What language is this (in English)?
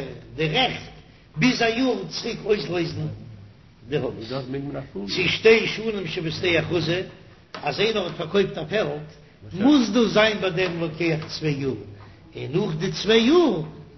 Yiddish